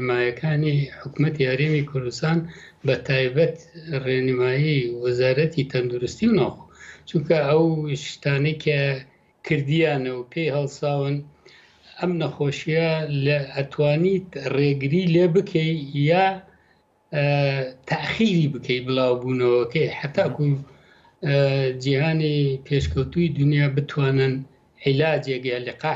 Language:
Central Kurdish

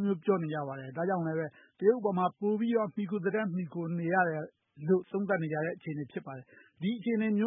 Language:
Burmese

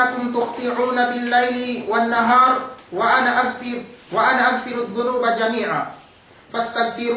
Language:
Yakan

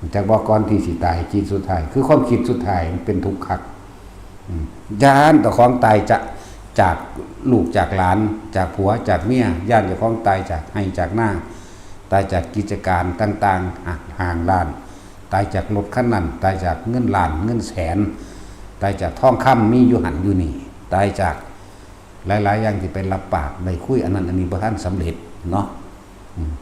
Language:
Northeastern Thai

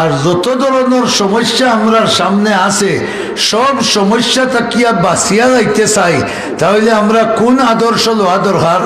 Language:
Sylheti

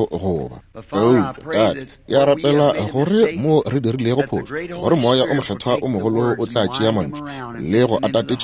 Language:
Northern Sotho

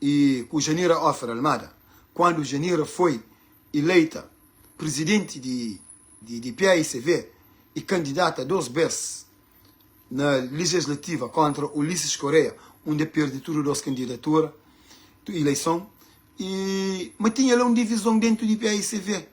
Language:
Kabuverdianu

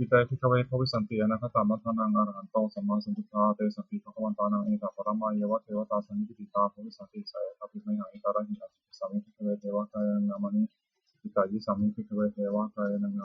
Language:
Pali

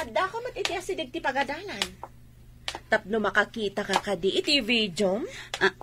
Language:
Iloko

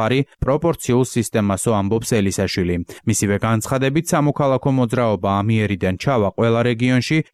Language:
Georgian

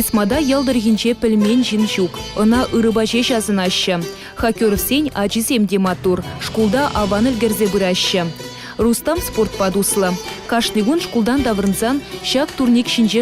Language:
Chuvash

